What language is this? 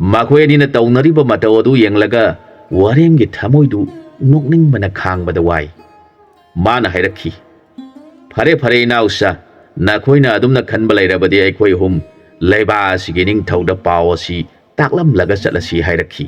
Manipuri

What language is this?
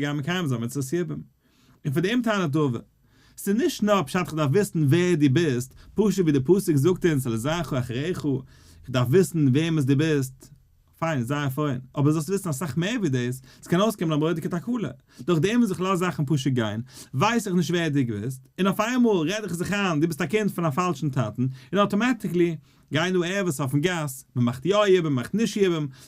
Yiddish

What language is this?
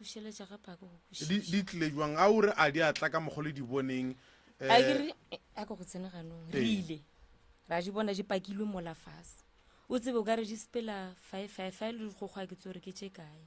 Northern Sotho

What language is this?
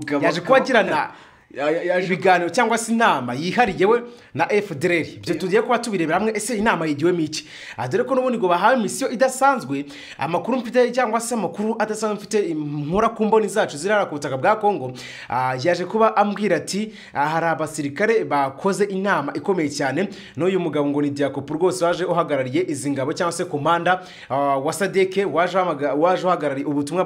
Kinyarwanda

